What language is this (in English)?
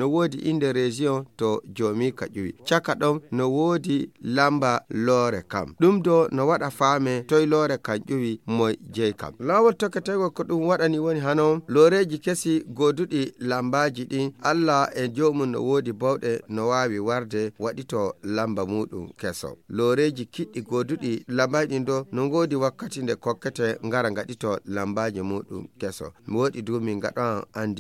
Nigerian Fulfulde